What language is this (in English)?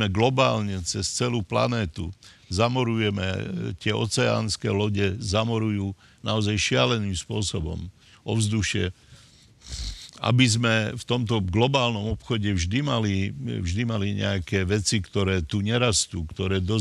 Slovak